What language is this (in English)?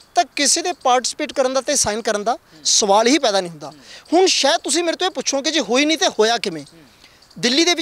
Punjabi